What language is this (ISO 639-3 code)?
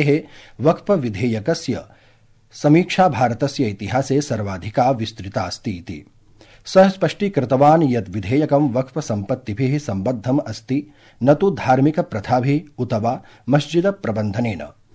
san